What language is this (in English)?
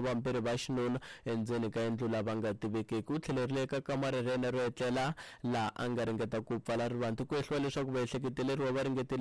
Tsonga